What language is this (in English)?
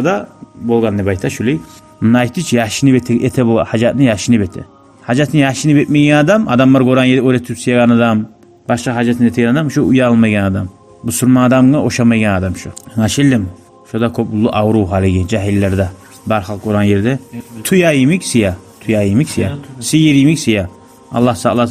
Kumyk